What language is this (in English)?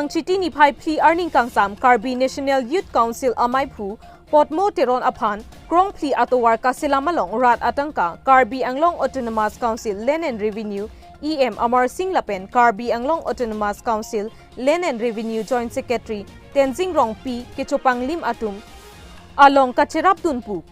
Karbi